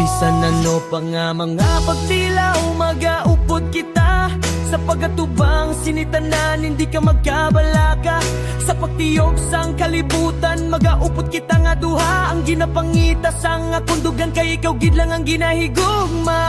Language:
Hiligaynon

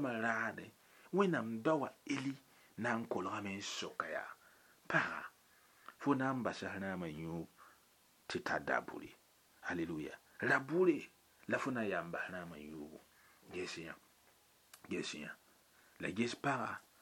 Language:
Mossi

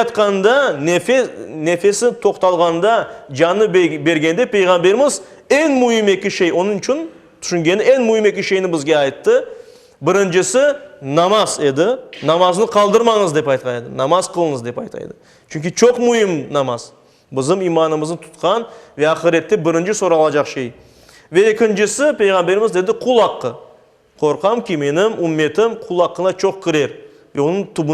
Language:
Crimean Tatar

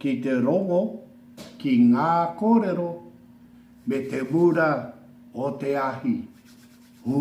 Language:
Māori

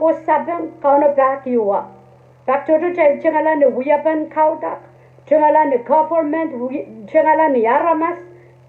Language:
Pohnpeian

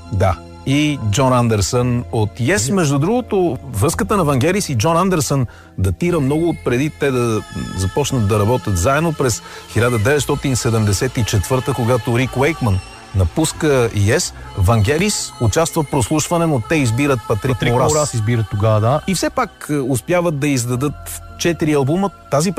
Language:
Bulgarian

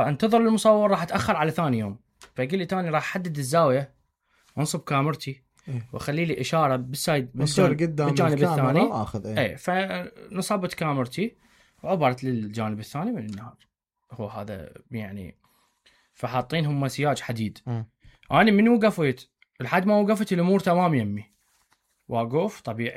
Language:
Mesopotamian Arabic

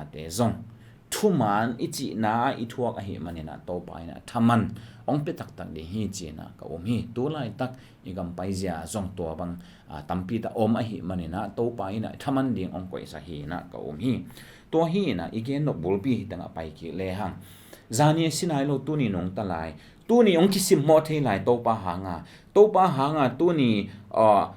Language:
Tedim Chin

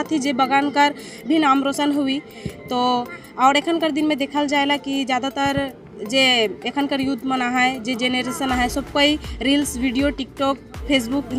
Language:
Sadri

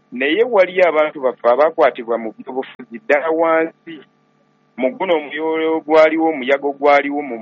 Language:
Ganda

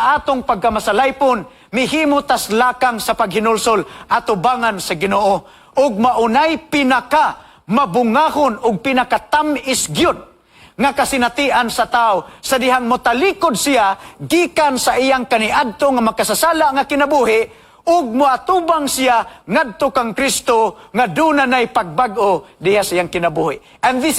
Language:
Cebuano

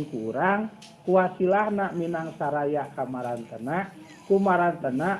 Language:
Sundanese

